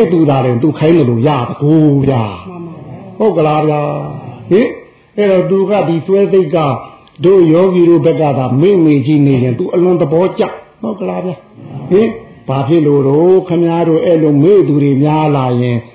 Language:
Burmese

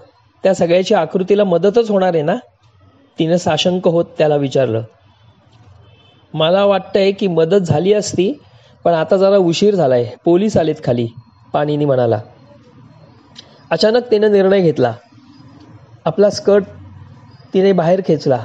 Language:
Marathi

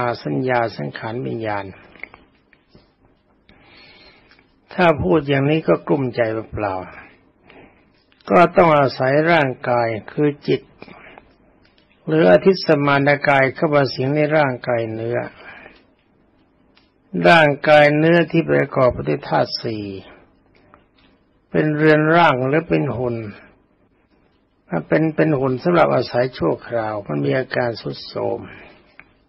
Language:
Thai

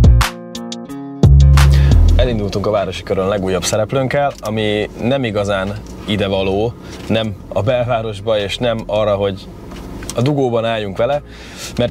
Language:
Hungarian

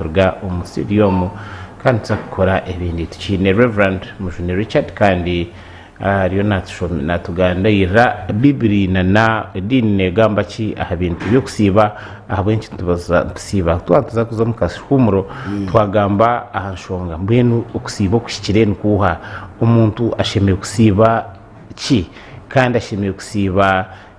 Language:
Nyankole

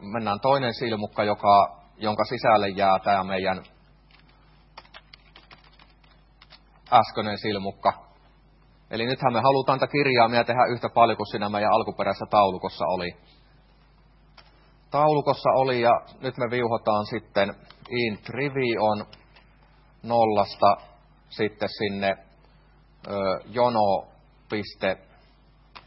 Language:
Finnish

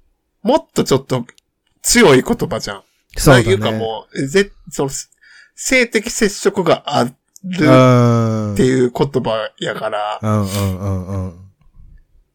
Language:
Japanese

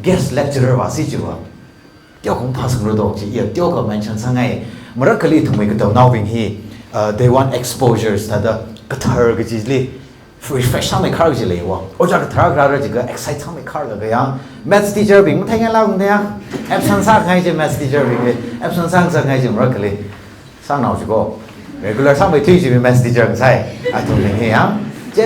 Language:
Tangkhul Naga (India)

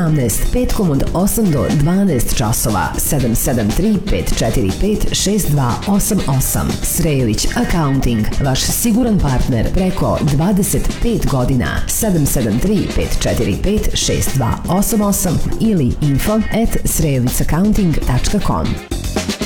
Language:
Serbian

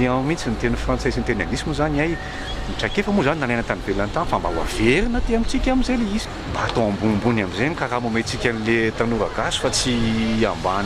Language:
Malagasy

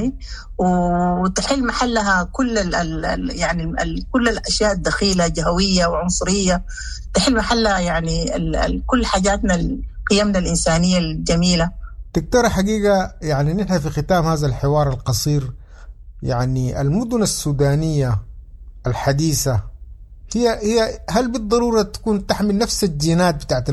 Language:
Sudanese Arabic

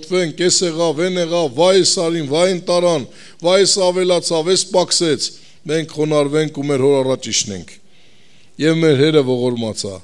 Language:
Armenian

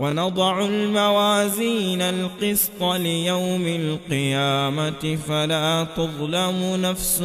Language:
Somali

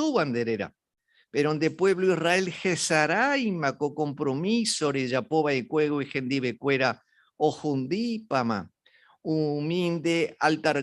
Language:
Guarani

